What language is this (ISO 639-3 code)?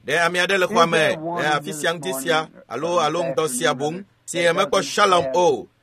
ewe